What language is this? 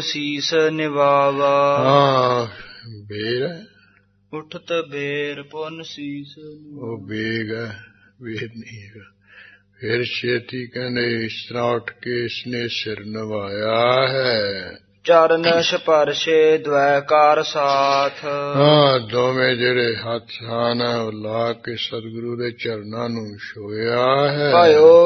Punjabi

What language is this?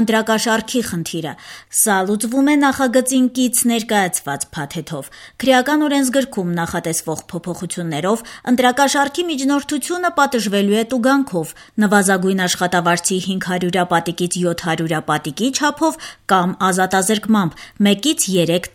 Armenian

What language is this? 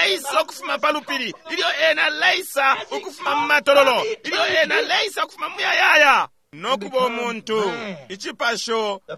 Bemba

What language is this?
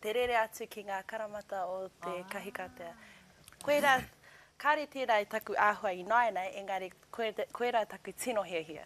Māori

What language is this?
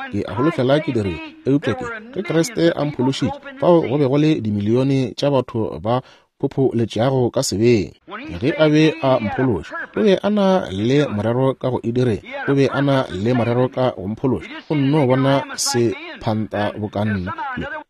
Northern Sotho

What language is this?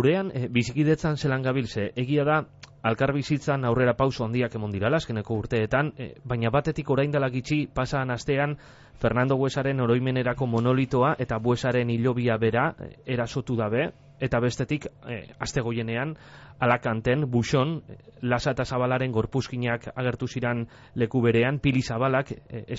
Basque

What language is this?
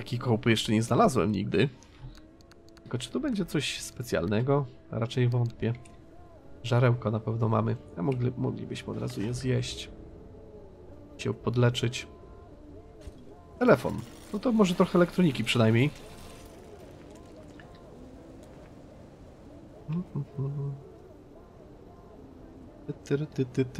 Polish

